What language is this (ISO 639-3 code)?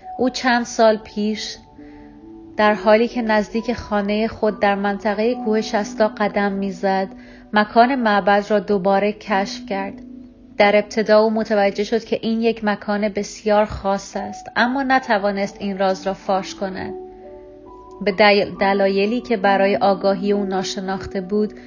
fas